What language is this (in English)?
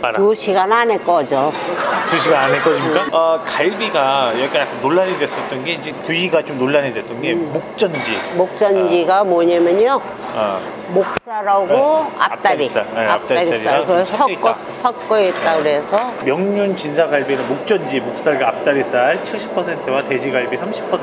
Korean